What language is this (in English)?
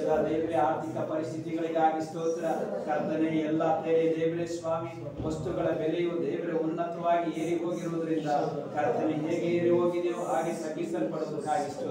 Kannada